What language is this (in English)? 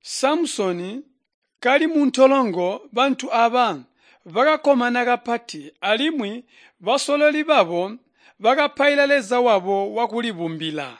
Tonga (Zambia)